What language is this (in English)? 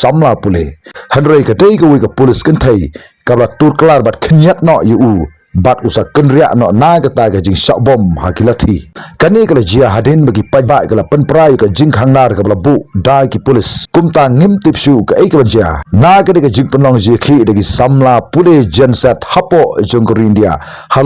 Khasi